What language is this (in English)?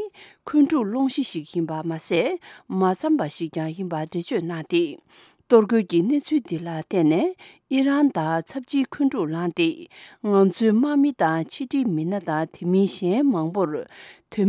Tibetan